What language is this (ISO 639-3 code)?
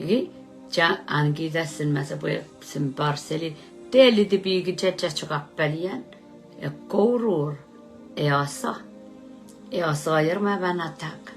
pon